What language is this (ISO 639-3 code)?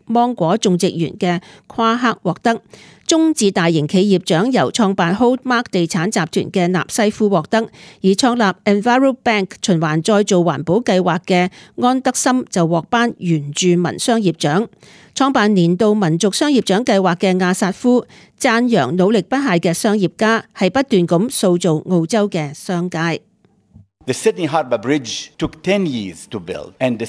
yue